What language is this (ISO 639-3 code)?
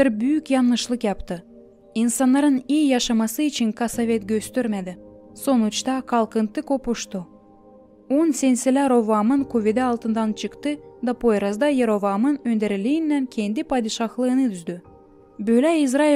gag